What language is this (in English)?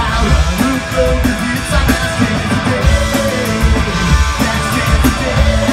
English